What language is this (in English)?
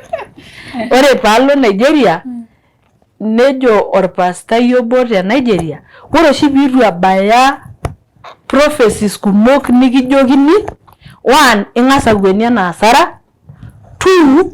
Masai